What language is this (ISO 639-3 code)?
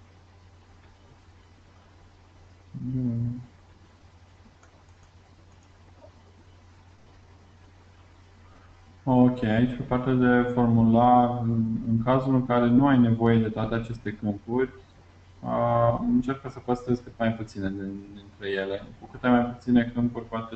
ron